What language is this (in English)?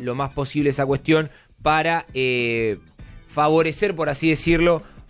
Spanish